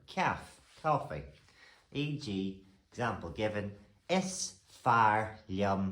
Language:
Irish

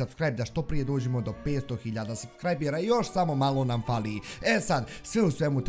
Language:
Bosnian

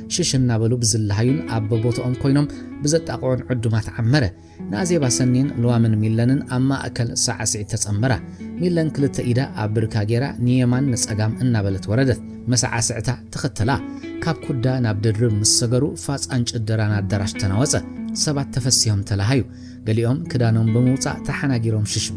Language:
Tigrinya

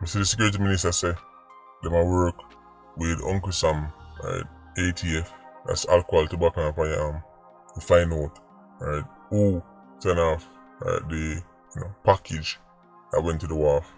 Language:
Jamaican Creole English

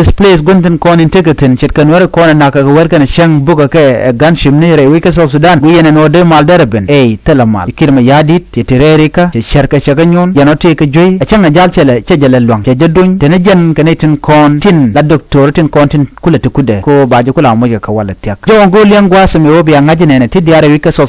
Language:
Nuer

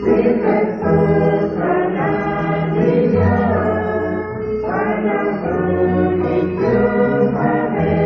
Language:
Kekchí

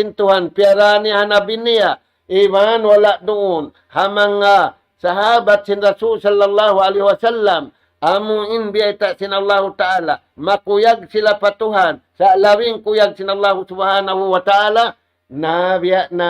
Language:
Tausug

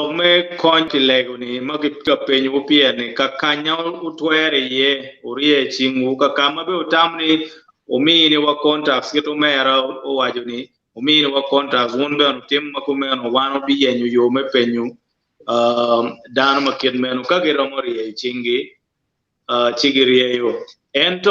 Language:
Acoli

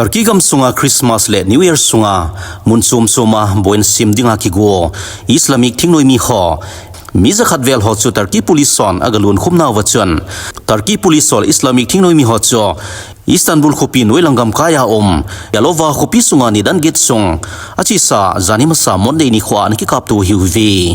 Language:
Thado Chin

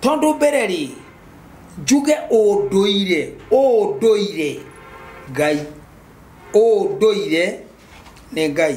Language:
Kikuyu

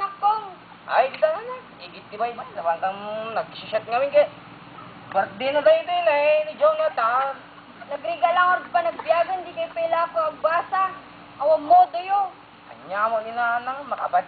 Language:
Iloko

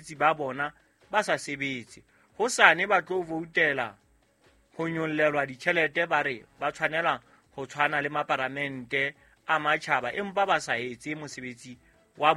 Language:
Southern Sotho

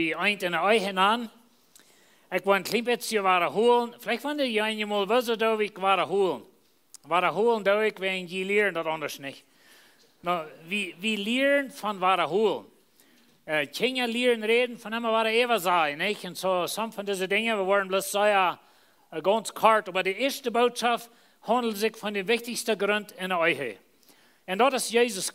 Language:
Plautdietsch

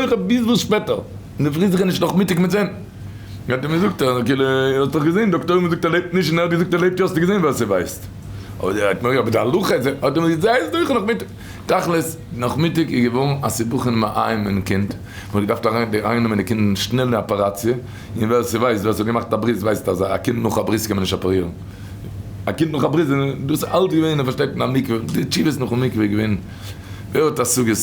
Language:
Yiddish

